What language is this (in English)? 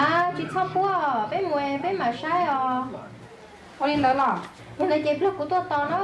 Hmong